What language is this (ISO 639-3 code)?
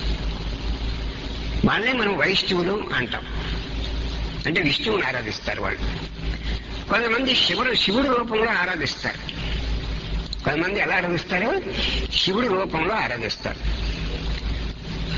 tel